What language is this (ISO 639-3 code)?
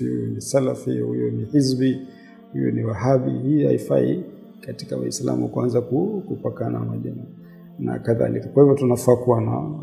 swa